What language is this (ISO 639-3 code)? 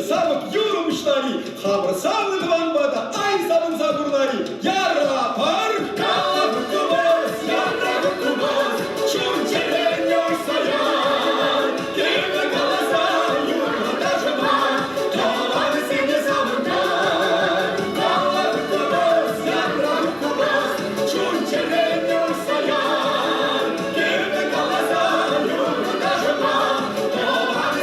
chv